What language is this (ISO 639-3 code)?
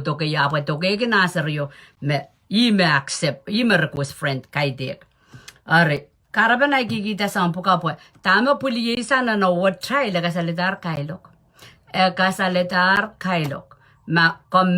pon